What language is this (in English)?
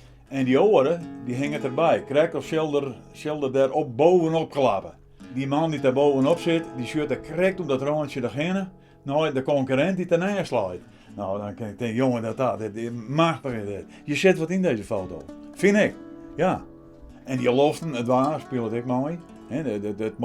Western Frisian